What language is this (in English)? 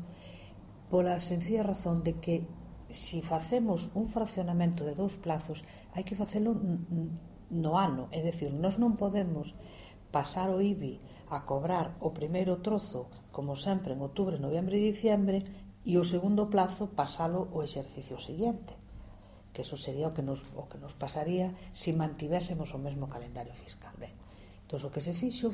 Galician